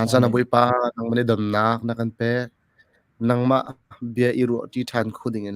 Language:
Hakha Chin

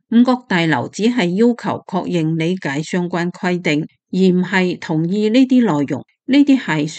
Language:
Cantonese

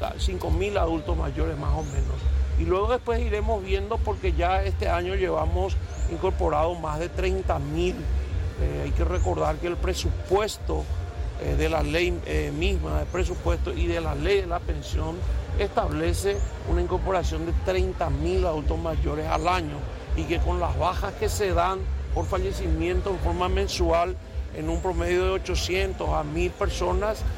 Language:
Spanish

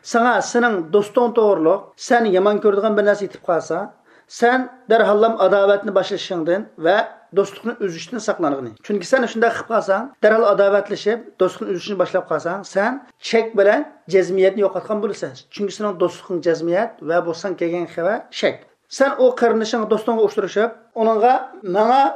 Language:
Uyghur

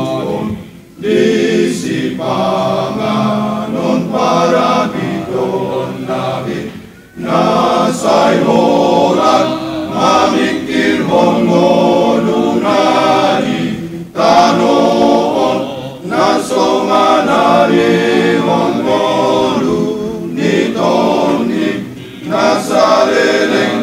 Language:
Batak Toba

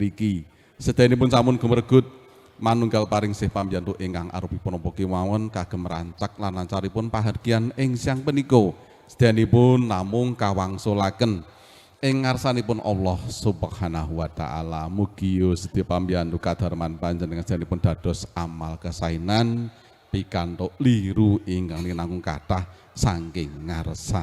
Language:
Javanese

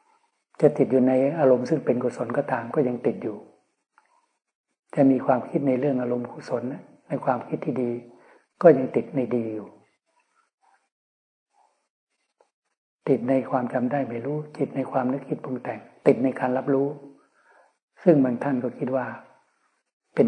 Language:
Thai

